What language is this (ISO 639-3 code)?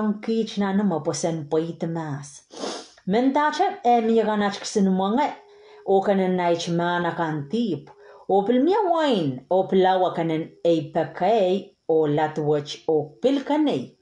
pon